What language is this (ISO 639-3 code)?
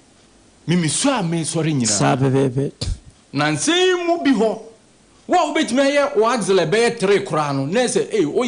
aka